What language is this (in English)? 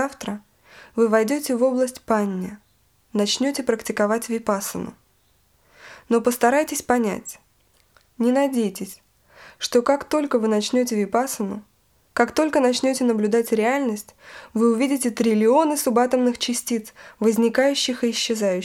Russian